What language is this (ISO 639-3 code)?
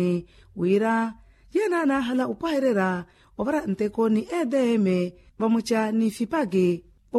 vmw